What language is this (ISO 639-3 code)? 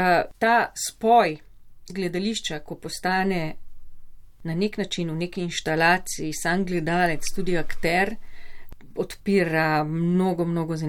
slv